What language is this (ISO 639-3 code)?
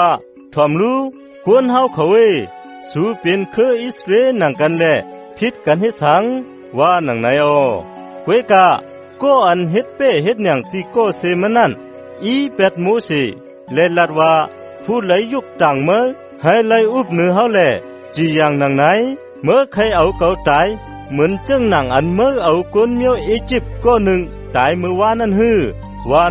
shn